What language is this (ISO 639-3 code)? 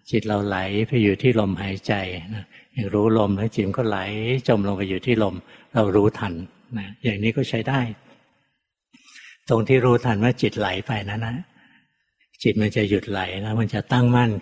tha